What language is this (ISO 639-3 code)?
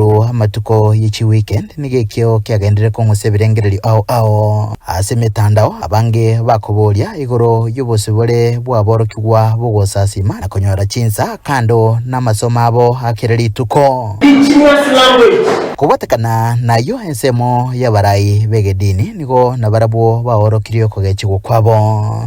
guz